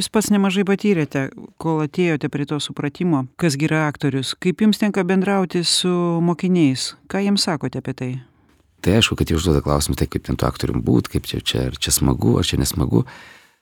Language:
Lithuanian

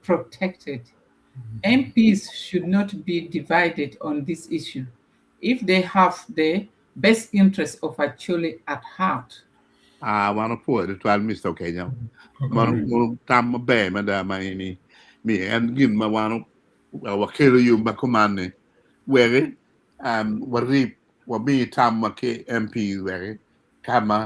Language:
Acoli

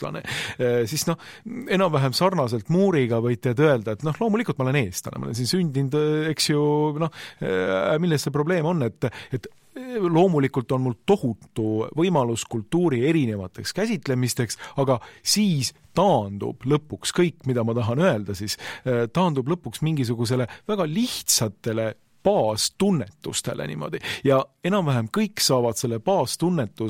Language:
Estonian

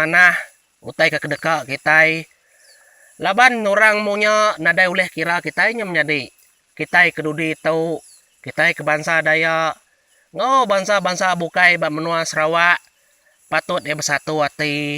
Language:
Iban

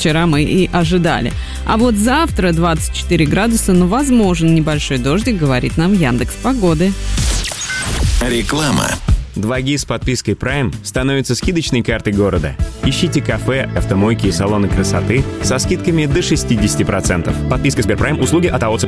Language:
Russian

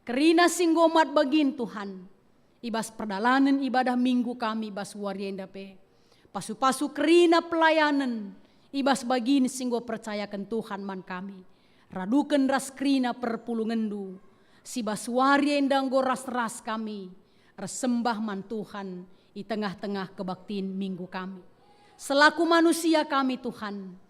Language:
Batak Karo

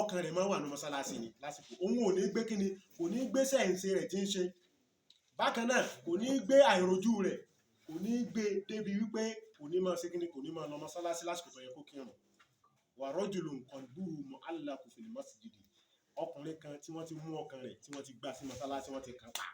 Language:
Yoruba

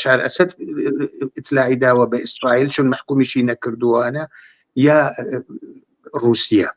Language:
Central Kurdish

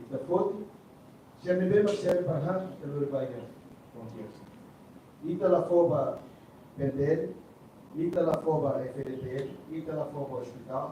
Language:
Tetum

